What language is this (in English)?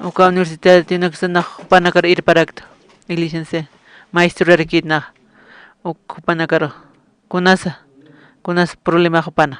Aymara